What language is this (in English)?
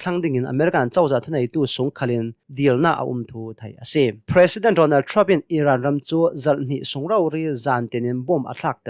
Hakha Chin